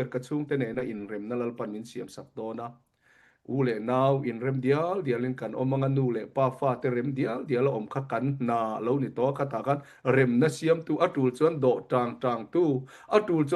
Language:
Mizo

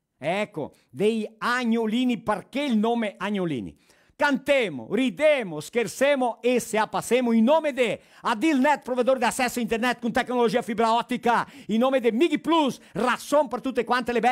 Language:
Venetian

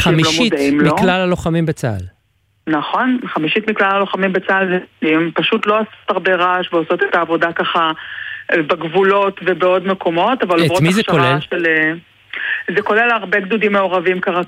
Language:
Hebrew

